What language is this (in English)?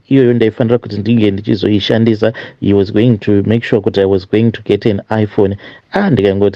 Shona